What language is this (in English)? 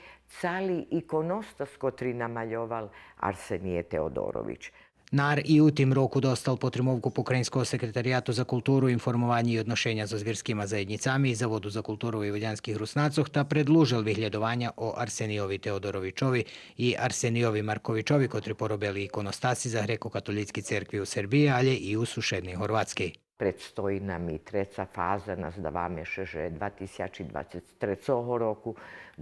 Rusyn